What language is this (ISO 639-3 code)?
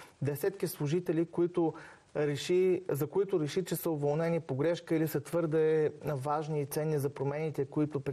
bul